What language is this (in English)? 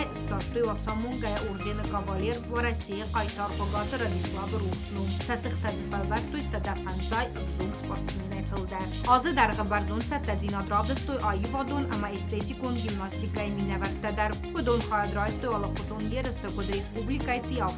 Ossetic